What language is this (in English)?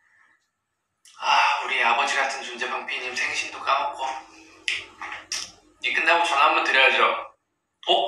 Korean